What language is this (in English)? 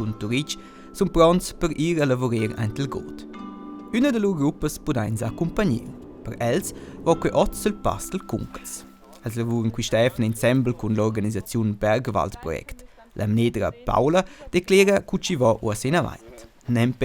Romansh